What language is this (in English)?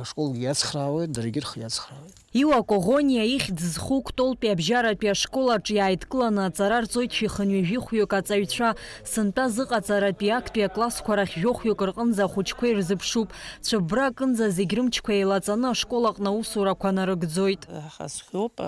Abkhazian